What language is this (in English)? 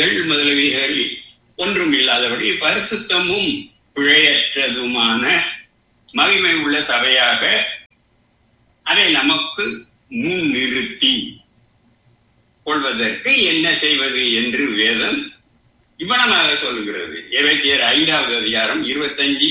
Tamil